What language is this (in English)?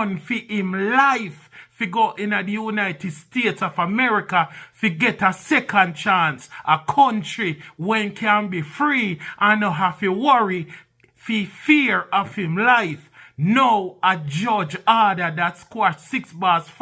Jamaican Creole English